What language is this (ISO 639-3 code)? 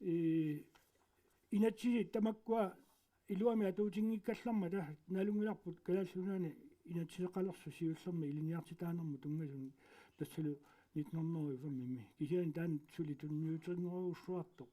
kal